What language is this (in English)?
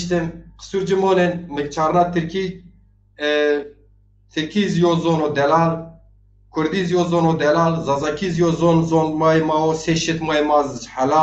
Zaza